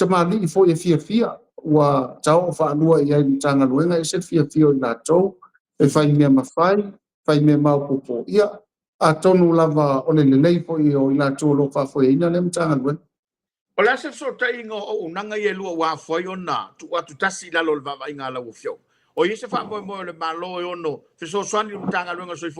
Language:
Samoan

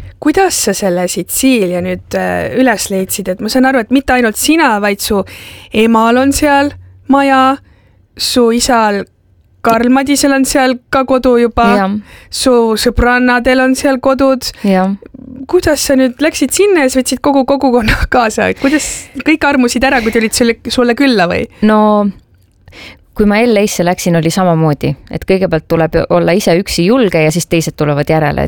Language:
Estonian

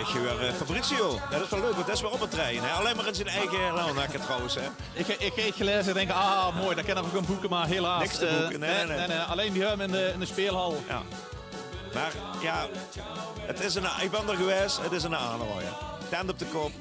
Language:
Limburgish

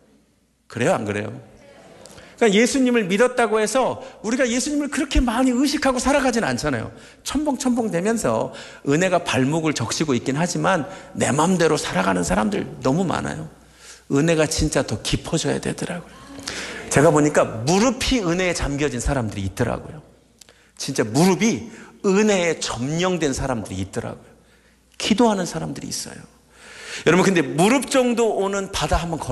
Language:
Korean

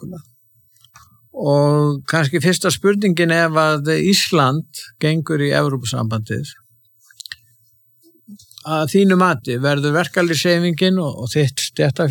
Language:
Icelandic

